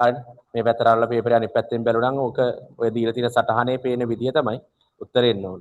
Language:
Sinhala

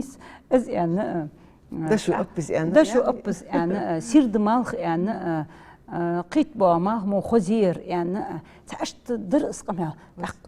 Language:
Ingush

